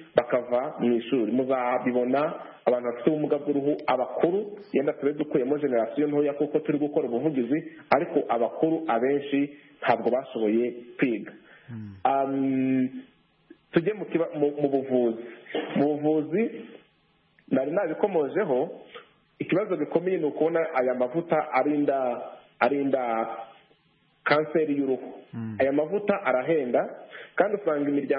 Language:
Kinyarwanda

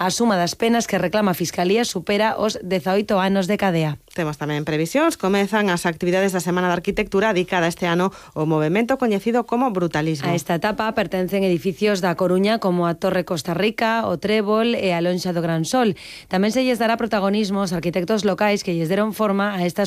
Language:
Galician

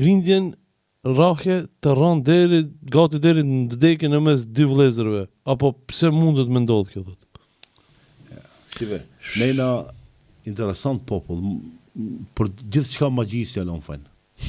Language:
Albanian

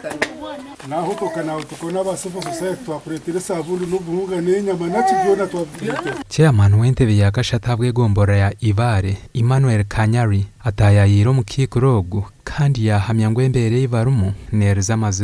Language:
Nyankole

